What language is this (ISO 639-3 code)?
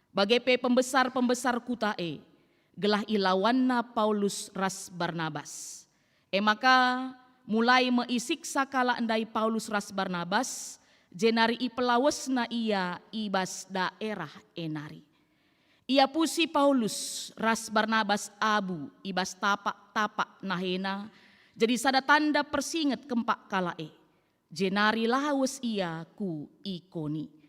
btx